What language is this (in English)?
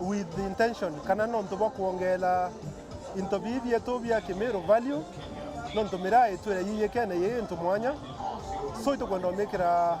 Meru